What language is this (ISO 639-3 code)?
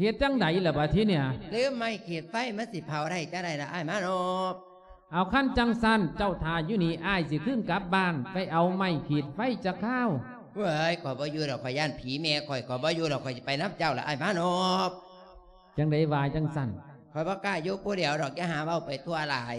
lao